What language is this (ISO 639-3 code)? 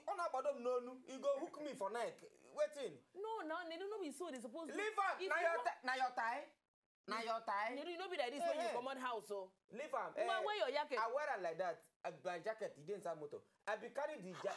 pcm